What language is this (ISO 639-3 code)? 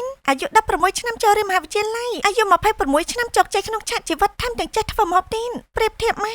khm